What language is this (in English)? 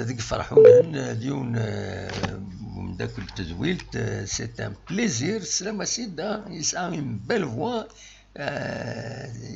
Kabyle